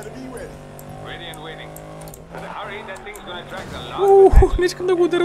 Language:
Bulgarian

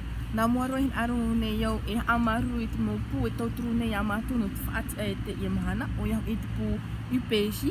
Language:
Tahitian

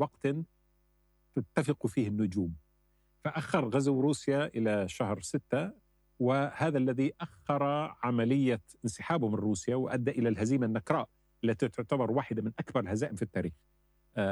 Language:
Arabic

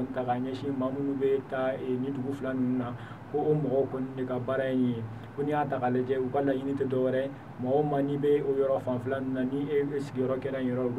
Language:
Bambara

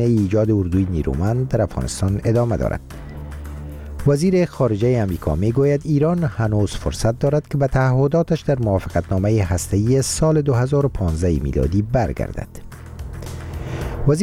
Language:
Persian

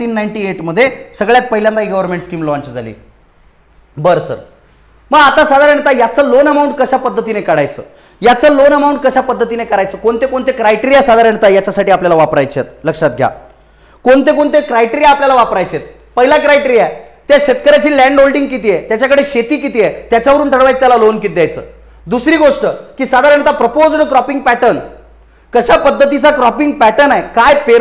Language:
Marathi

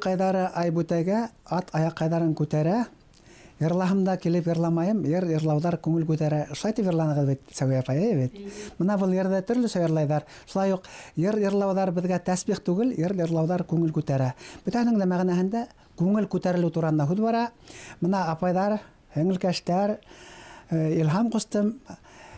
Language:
Bashkir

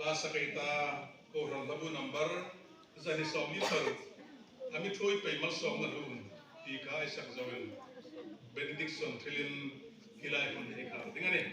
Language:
Hmar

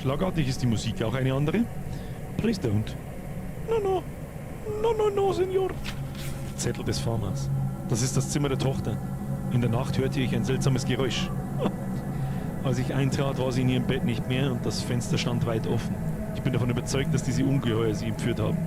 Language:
Bavarian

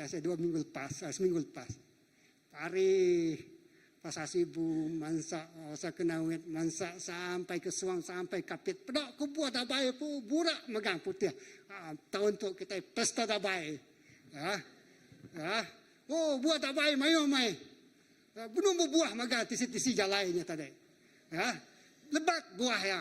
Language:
Iban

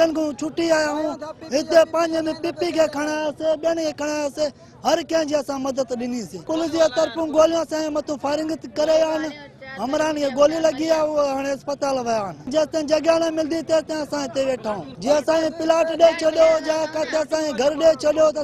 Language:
Sindhi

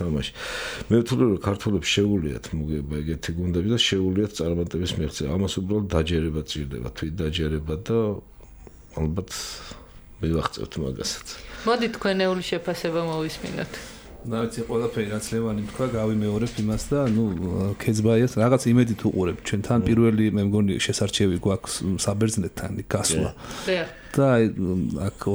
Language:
Georgian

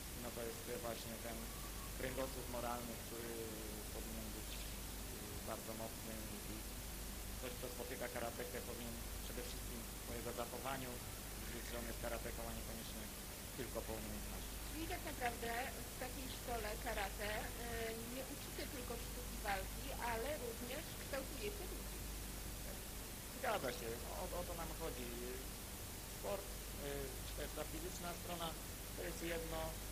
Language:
Polish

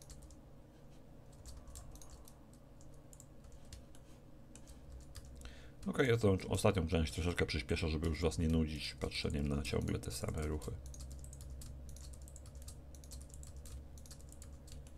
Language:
Polish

